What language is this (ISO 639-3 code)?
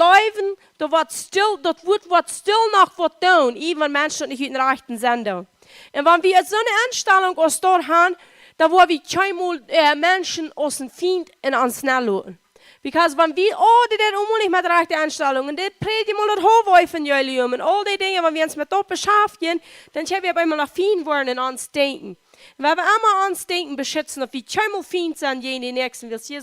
pdt